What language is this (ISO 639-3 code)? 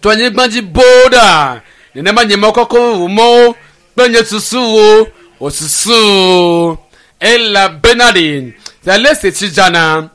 ewe